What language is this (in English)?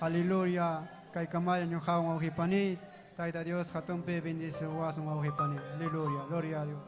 Ayacucho Quechua